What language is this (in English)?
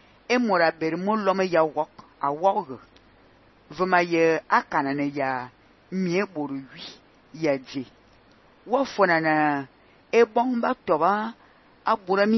Fang